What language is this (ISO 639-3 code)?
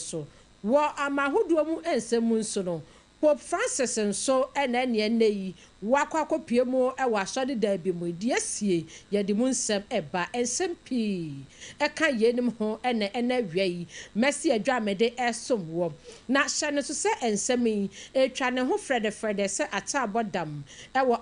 aka